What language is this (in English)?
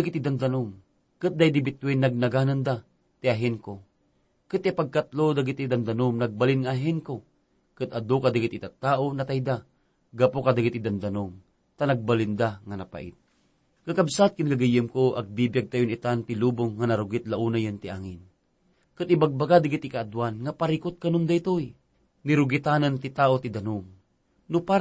Iloko